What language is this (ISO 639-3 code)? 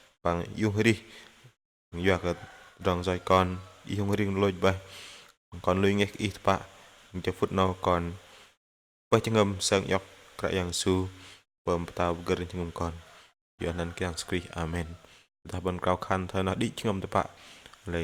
bdq